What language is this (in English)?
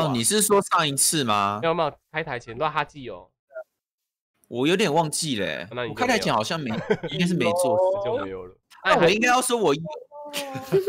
Chinese